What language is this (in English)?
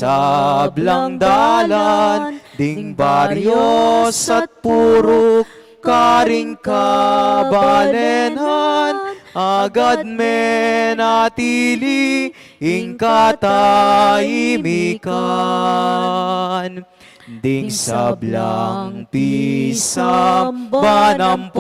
Pampanga